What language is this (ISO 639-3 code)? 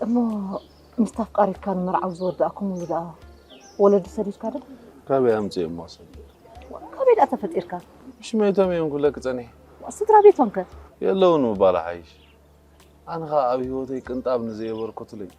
tir